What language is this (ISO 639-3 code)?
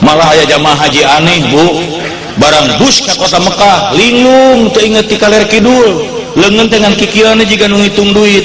sun